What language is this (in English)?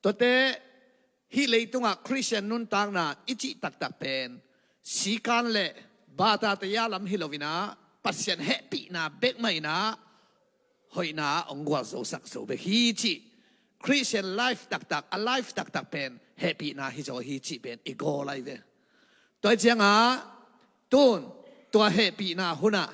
Tedim Chin